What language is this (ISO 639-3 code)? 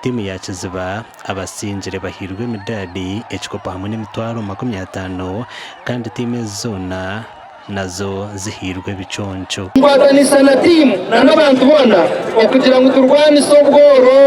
nyn